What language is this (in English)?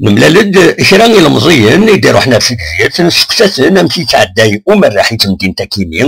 Kabyle